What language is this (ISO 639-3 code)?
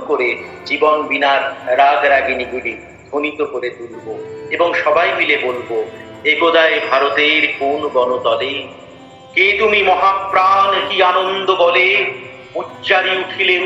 ben